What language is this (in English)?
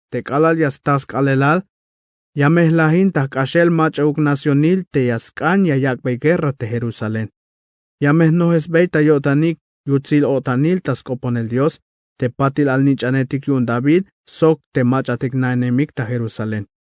Tzeltal